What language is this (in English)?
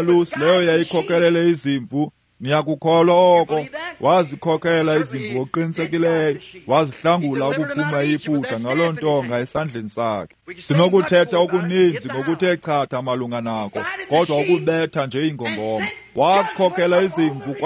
Xhosa